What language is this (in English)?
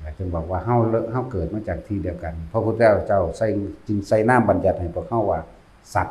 Lao